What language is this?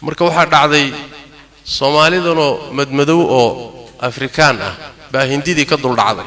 Somali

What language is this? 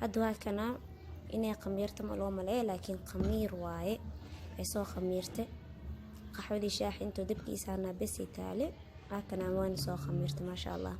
Somali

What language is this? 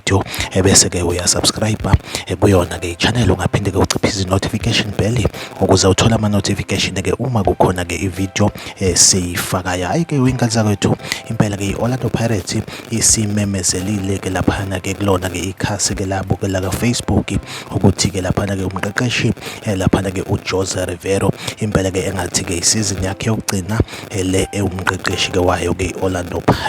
Zulu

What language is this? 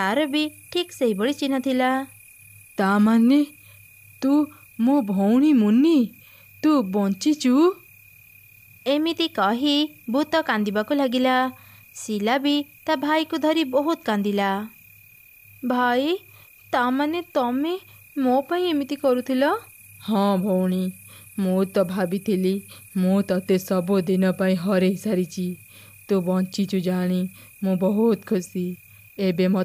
Odia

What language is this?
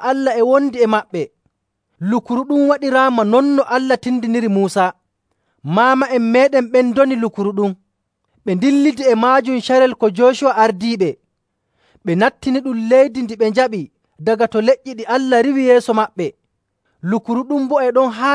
Nigerian Fulfulde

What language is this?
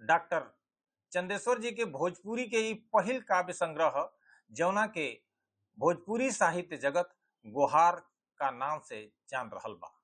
Bhojpuri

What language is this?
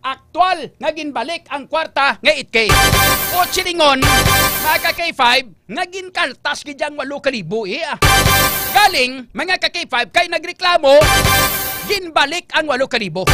Hiligaynon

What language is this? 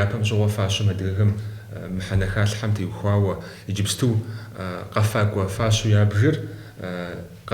Kabardian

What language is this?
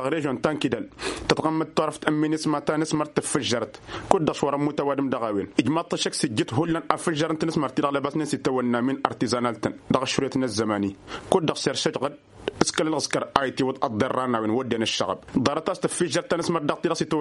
Tamasheq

